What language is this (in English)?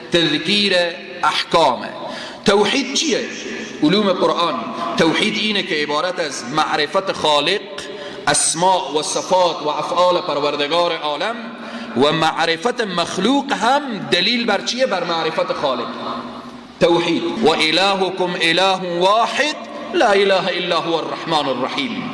Persian